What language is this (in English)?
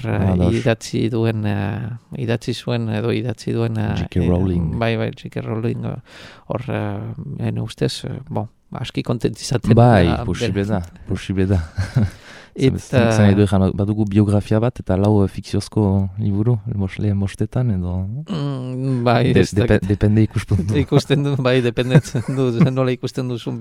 Basque